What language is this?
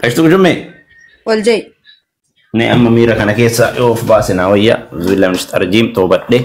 Oromo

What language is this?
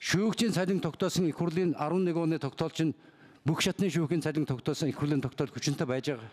Mongolian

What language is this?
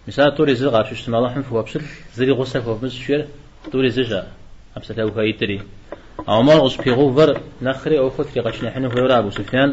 Kabardian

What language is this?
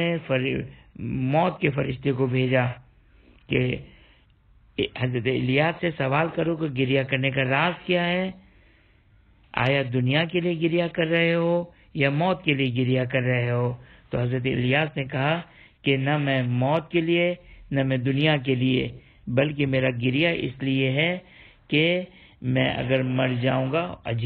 Urdu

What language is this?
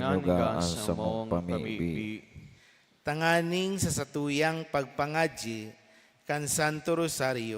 Bikol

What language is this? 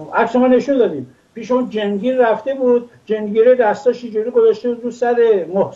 Persian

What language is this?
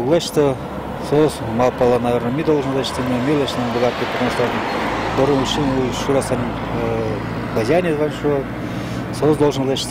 Udmurt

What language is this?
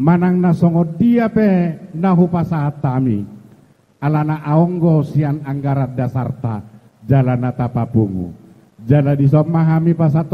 Batak Toba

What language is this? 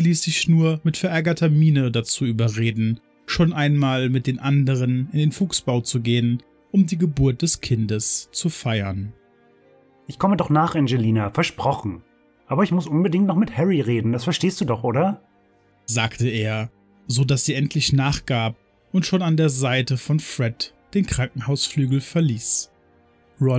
German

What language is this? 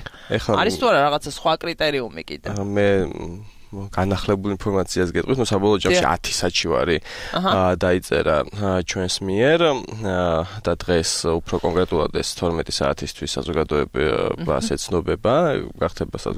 Georgian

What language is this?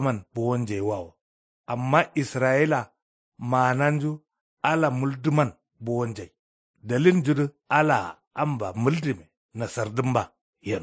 Kanuri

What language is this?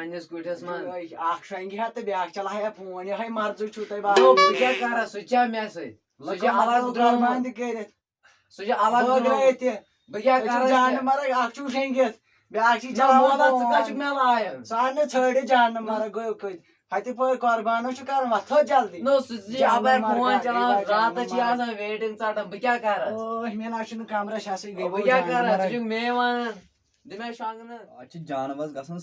Kashmiri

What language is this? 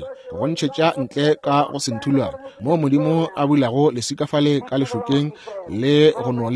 Northern Sotho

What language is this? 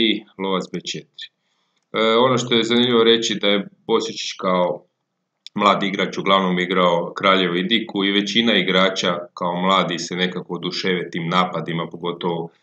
Croatian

